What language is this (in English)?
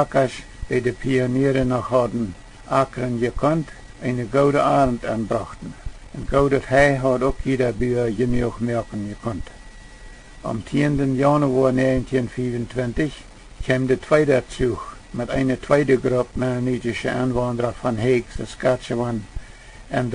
Plautdietsch